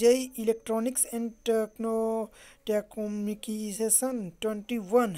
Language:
Hindi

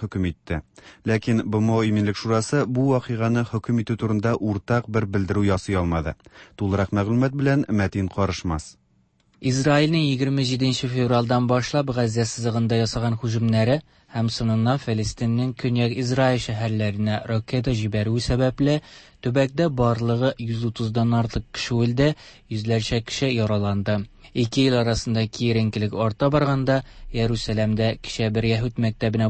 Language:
Tatar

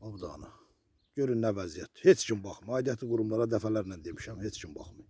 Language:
Azerbaijani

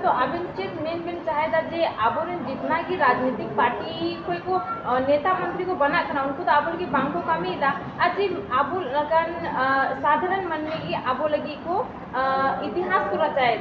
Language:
Santali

